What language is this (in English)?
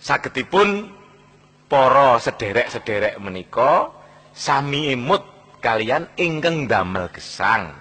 Javanese